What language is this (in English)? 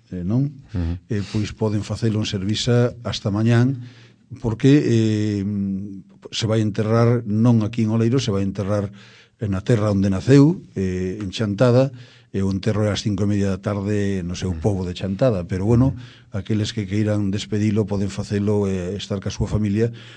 Galician